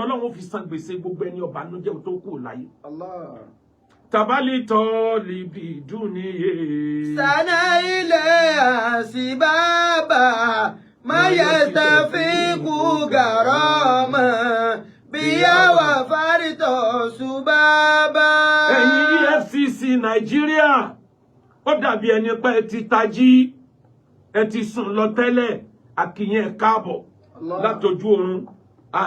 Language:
Yoruba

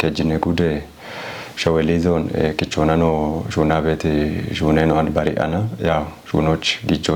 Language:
Kafa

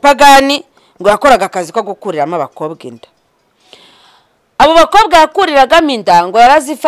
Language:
Kinyarwanda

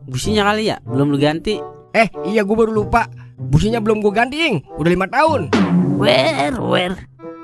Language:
Betawi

